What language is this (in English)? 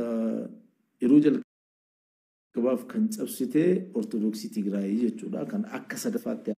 Oromo